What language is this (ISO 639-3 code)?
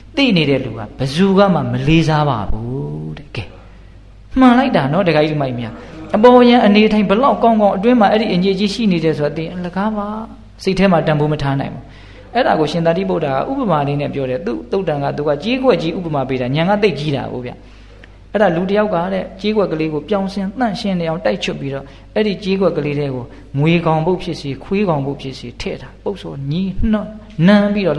mya